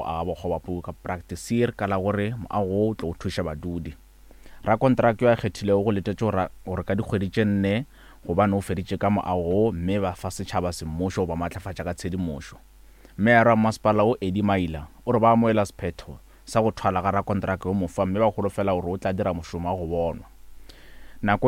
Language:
Northern Sotho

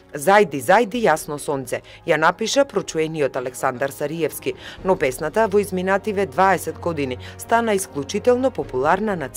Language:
Macedonian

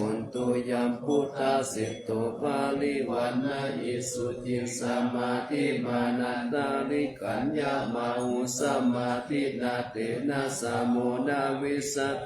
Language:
Pali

